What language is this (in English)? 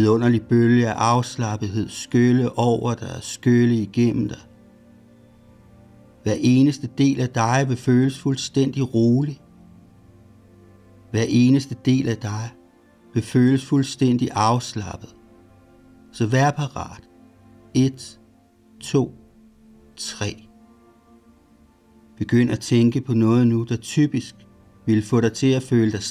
Danish